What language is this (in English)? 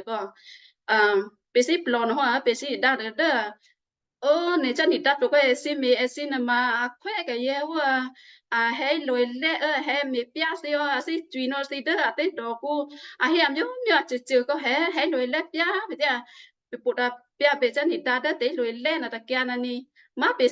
Western Kayah